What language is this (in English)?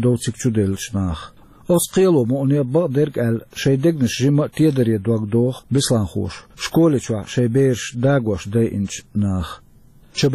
Chechen